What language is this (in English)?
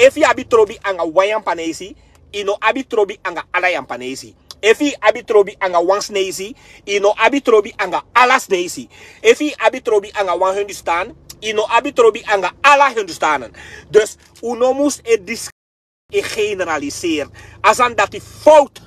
Sranan Tongo